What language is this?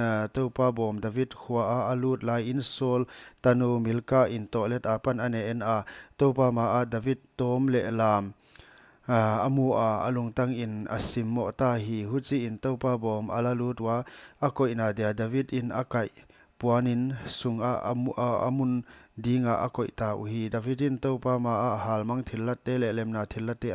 Paite Chin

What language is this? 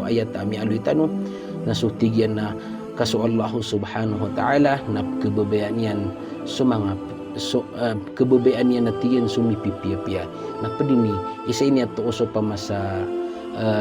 Maranao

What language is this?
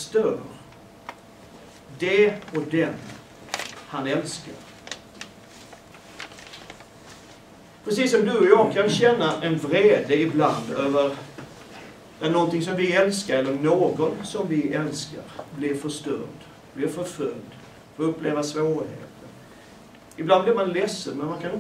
Swedish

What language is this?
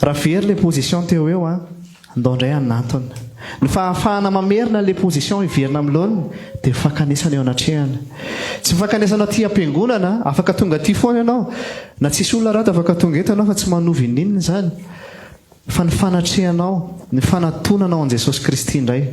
Malagasy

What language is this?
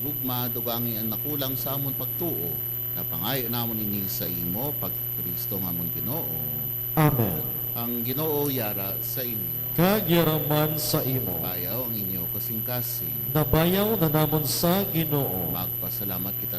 Hiligaynon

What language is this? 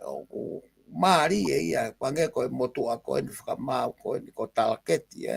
Tongan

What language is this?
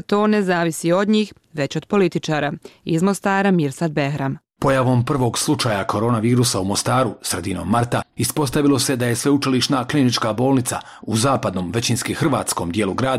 Bosnian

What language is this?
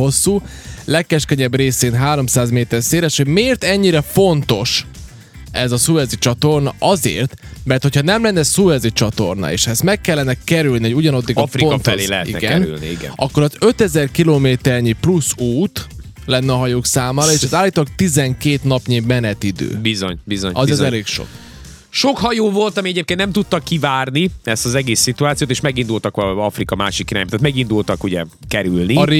Hungarian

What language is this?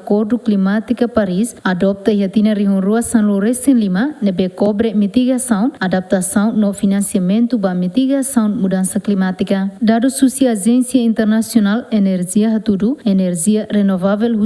Tetum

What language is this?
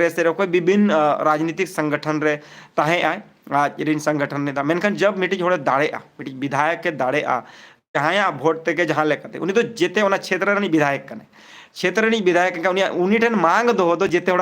Santali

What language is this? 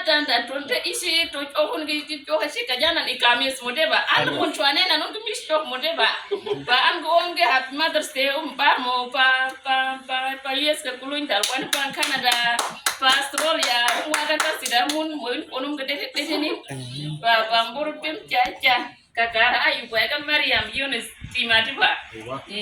Uduk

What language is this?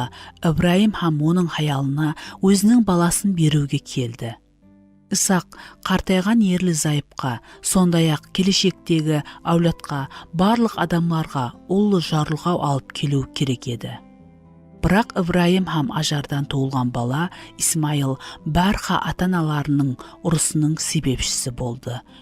Kara-Kalpak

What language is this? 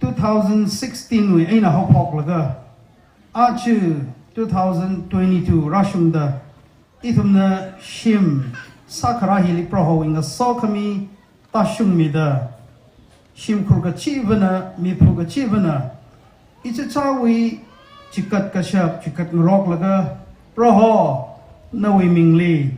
Tangkhul Naga (India)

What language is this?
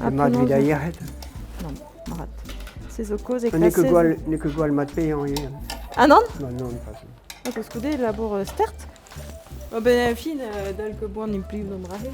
Breton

